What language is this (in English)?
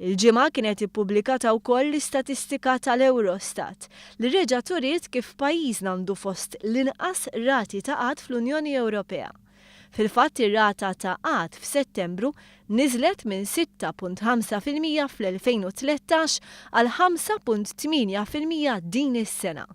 Maltese